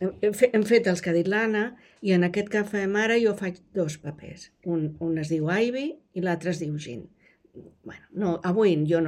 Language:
Catalan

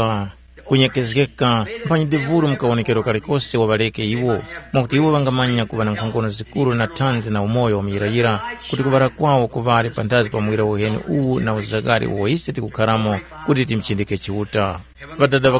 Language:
Tumbuka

